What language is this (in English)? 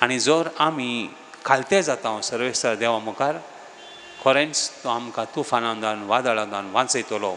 Konkani